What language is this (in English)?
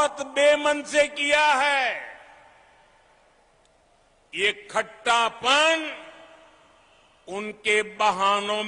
Gujarati